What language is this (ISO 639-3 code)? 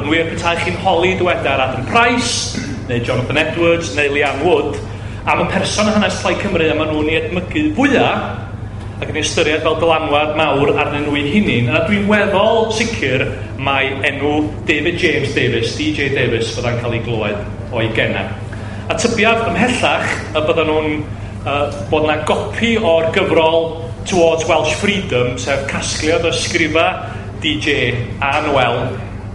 cym